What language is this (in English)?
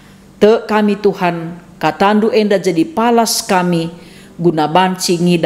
Batak Karo